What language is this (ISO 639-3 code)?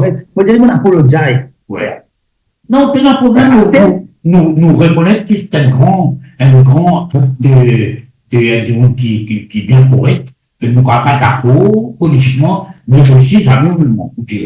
mfe